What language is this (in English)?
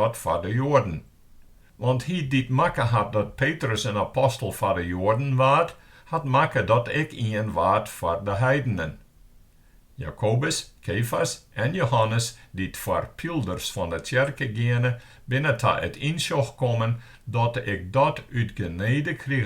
Western Frisian